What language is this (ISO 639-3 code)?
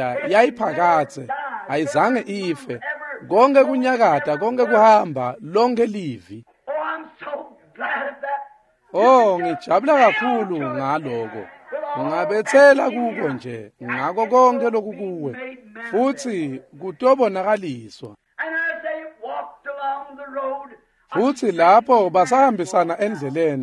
ssw